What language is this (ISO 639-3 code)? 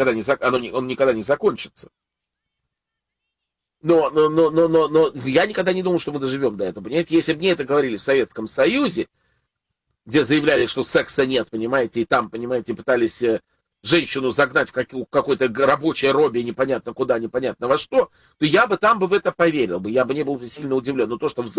rus